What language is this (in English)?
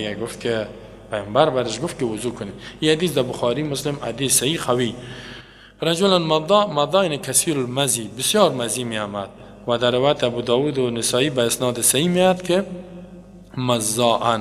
Persian